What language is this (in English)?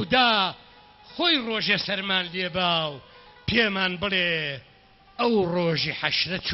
Central Kurdish